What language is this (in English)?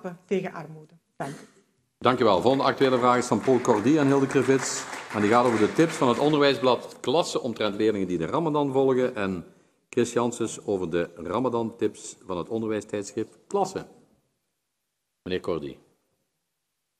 Dutch